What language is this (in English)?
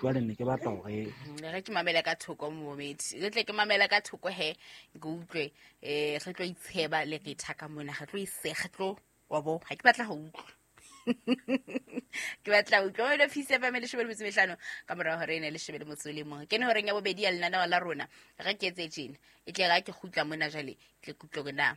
Southern Sotho